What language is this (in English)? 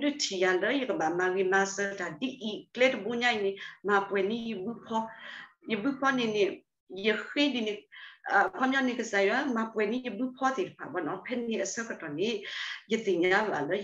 S'gaw Karen